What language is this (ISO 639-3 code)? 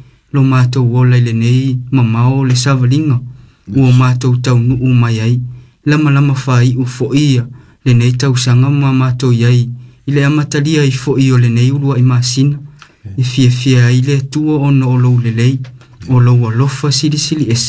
smo